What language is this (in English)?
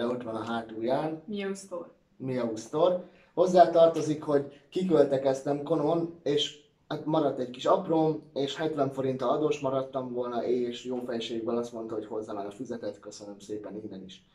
Hungarian